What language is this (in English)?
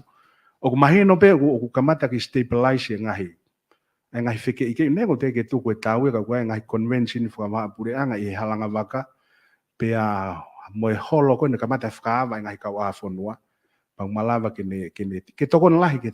Tongan